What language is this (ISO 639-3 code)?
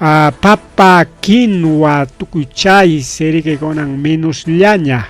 quy